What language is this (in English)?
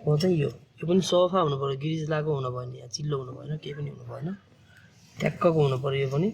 Nepali